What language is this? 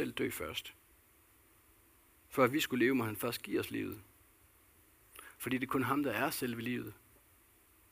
Danish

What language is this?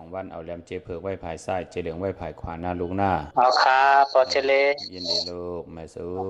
Shan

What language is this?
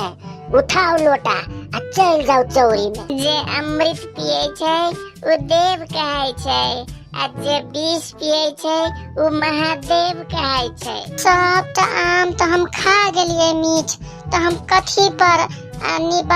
Maithili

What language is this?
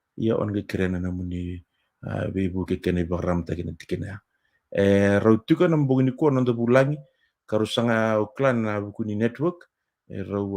Fijian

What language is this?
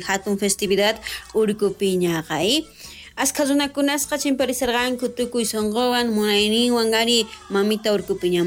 South Bolivian Quechua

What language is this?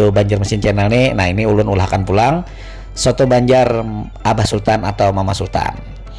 Banjar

